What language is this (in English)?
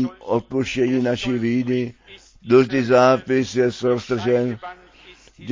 Czech